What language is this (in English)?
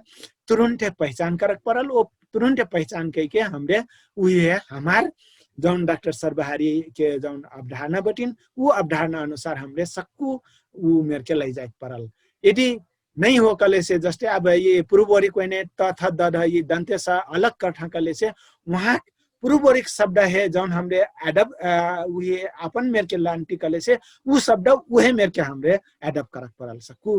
Dangaura Tharu